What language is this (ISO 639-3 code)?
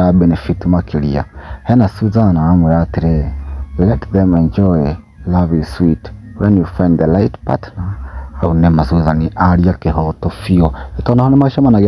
kik